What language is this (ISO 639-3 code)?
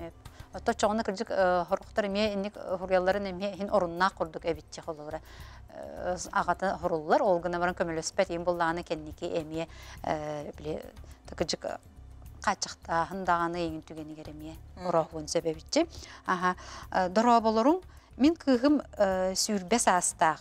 sah